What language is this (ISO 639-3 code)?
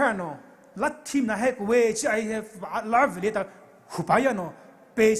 pmx